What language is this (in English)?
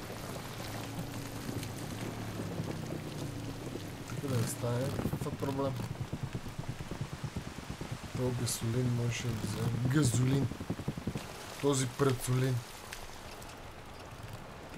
Bulgarian